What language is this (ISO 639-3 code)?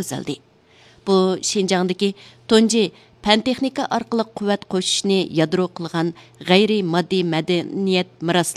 uig